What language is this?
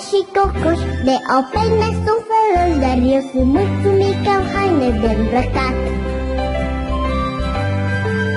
Romanian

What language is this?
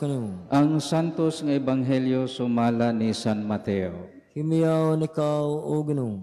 Cebuano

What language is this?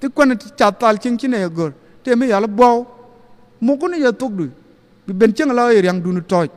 Nuer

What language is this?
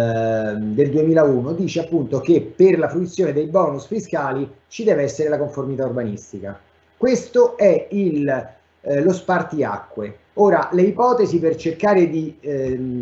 Italian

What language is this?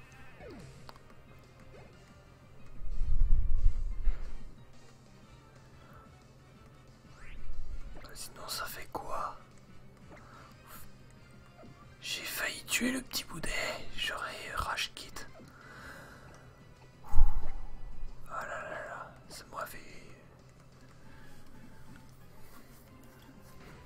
French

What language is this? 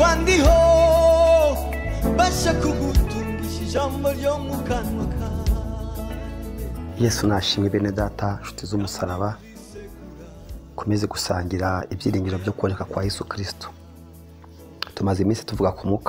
Kinyarwanda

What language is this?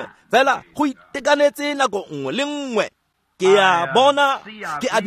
Tswana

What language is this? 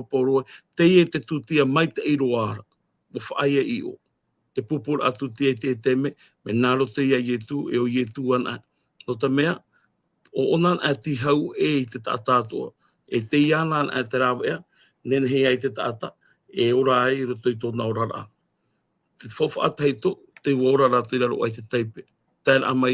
Tahitian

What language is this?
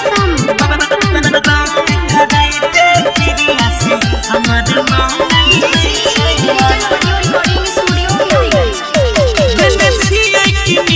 Maithili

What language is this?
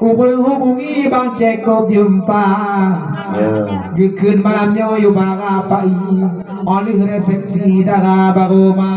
Achinese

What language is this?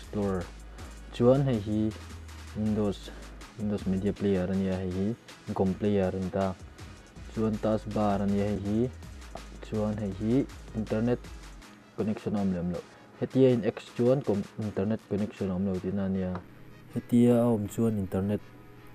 Mizo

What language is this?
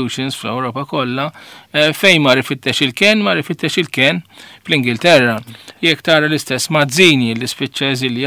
Maltese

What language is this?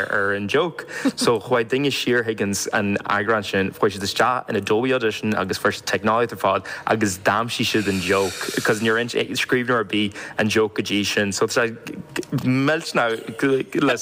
Irish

